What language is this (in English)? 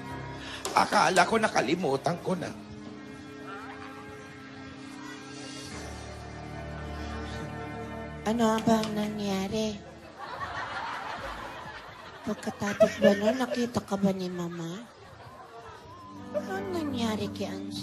Filipino